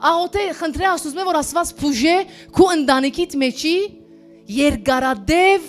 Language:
Western Armenian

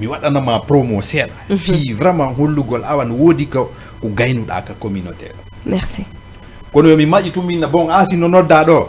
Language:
Fula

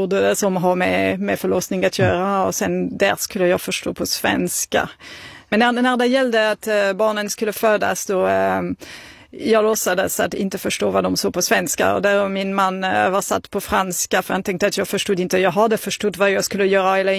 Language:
Swedish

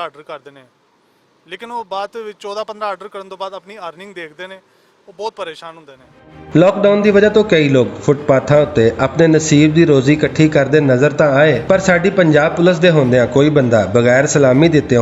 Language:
Western Panjabi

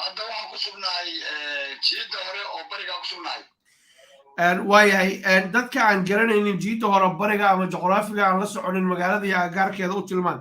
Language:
Somali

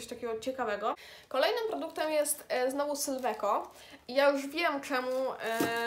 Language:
Polish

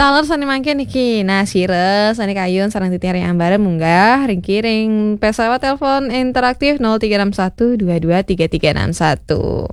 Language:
Balinese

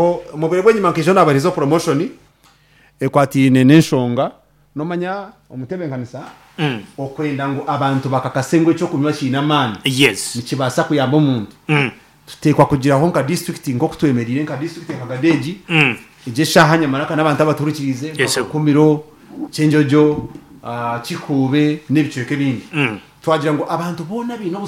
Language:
Nyankole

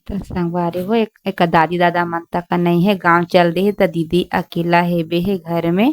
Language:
Chhattisgarhi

